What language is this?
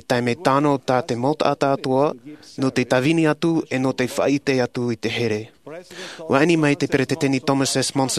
Tahitian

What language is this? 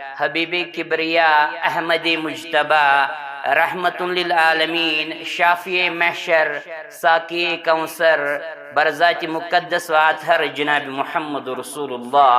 Kashmiri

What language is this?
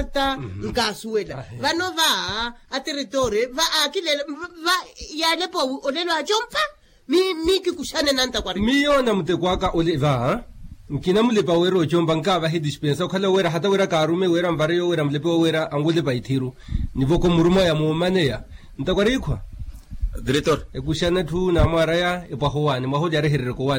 Makhuwa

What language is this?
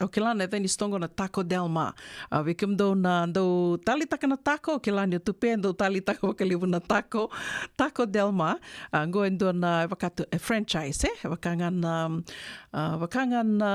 Fijian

